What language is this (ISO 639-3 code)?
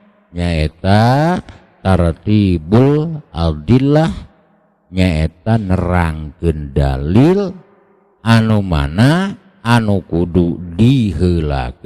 sun